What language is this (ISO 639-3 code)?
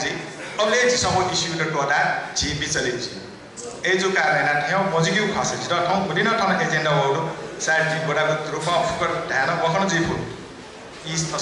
new